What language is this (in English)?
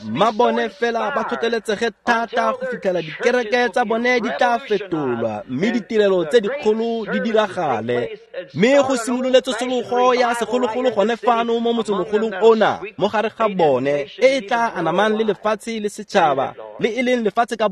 Tswana